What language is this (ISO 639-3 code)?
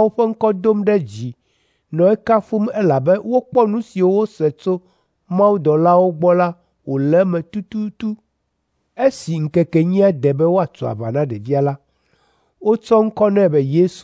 ewe